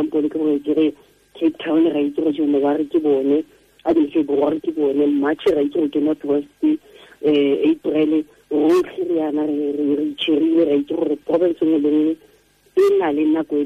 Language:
Tswana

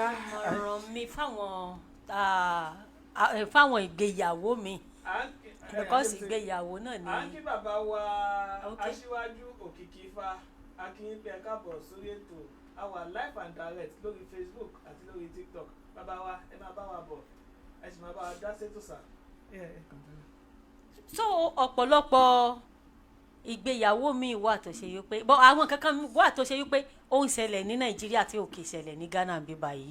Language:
Yoruba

